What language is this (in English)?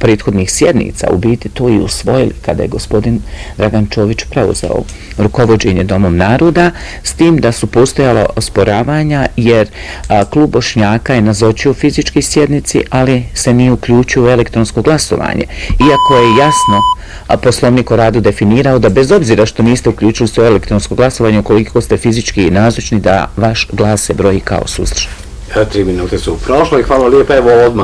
Bosnian